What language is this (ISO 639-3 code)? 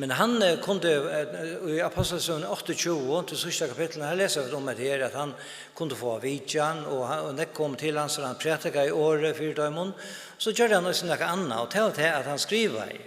fao